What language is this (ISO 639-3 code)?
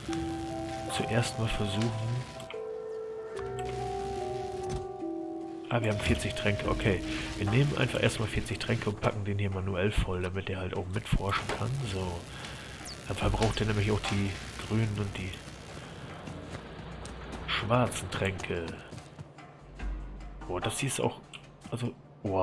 deu